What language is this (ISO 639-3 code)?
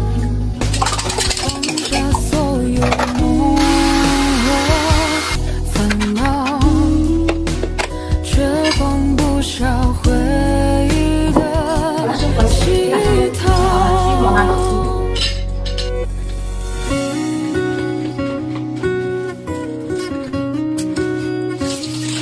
zho